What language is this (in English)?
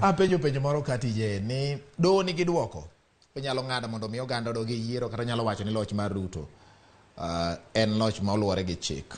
Luo (Kenya and Tanzania)